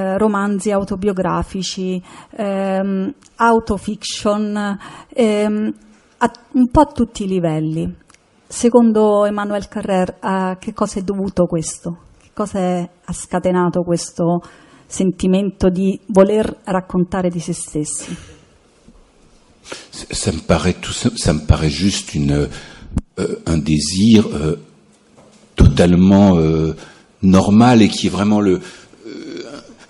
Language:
Italian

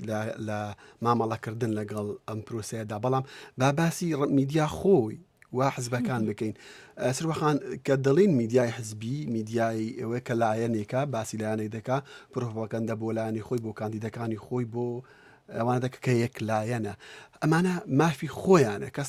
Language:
Central Kurdish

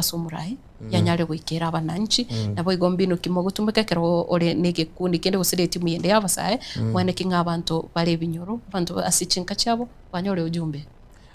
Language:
Gusii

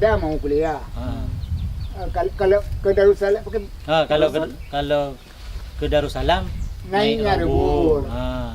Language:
Achinese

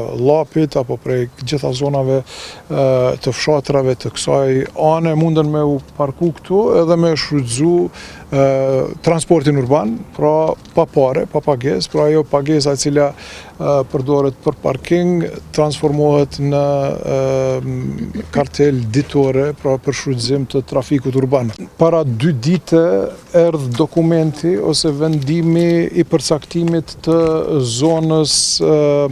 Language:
Albanian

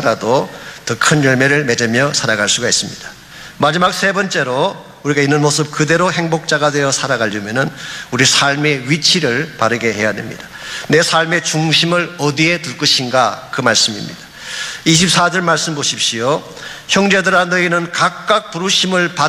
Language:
Korean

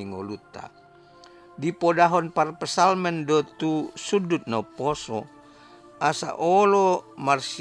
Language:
Batak Toba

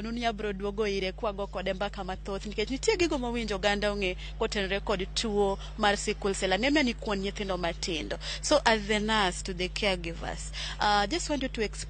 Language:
Luo (Kenya and Tanzania)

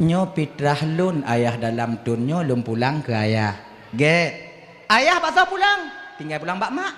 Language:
Achinese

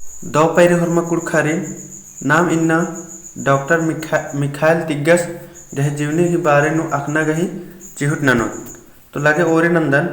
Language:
Kurukh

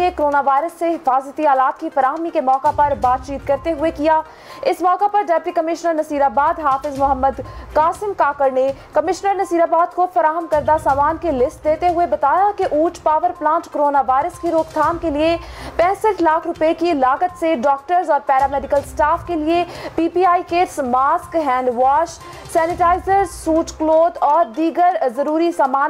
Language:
Urdu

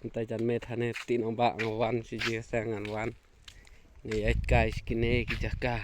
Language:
Khasi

